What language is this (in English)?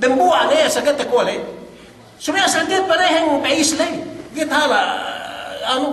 Yakan